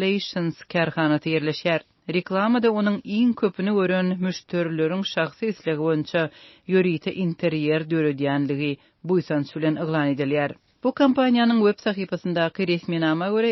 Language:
Turkmen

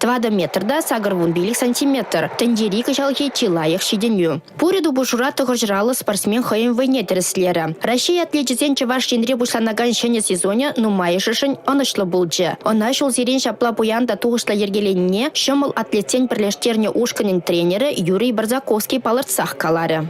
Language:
Chuvash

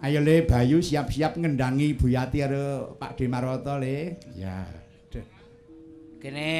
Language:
Javanese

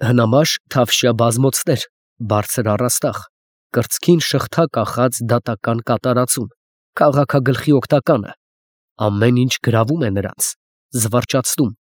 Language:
Armenian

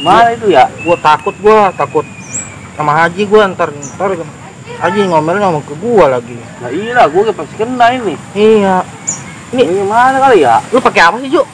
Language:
Betawi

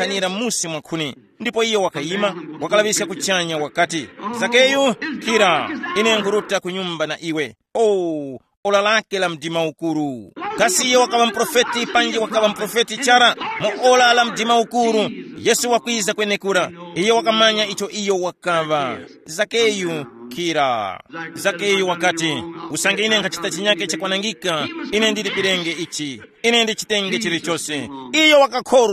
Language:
Tumbuka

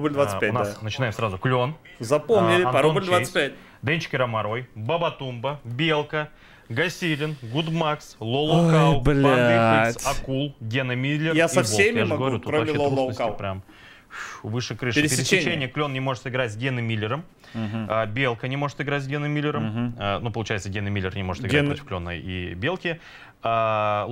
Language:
Russian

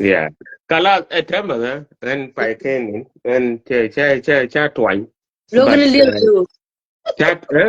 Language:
Nuer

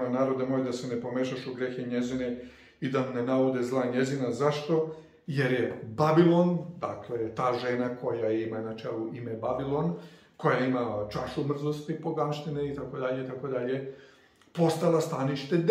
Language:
Serbian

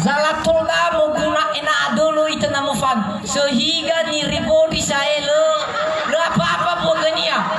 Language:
Nias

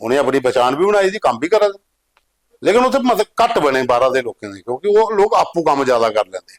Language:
Dogri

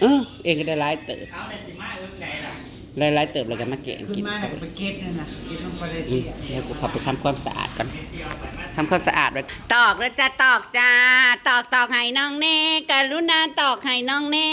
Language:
Northeastern Thai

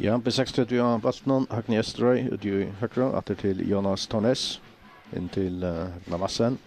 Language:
Faroese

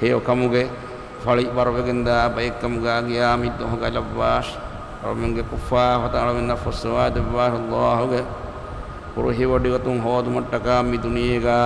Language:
Divehi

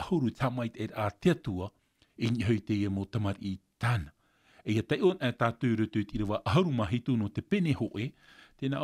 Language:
Tahitian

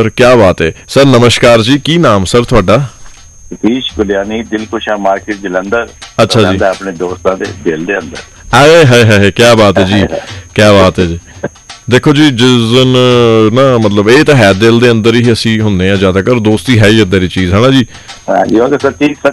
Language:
Punjabi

